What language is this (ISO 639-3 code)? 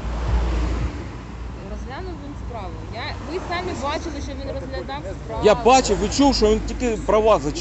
ukr